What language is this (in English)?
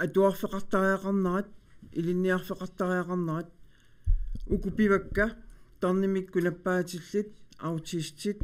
Kalaallisut